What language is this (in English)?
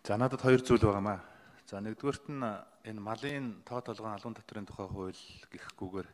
Mongolian